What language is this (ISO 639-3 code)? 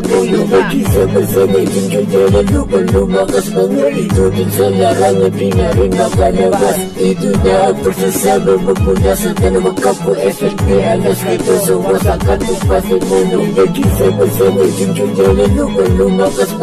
fil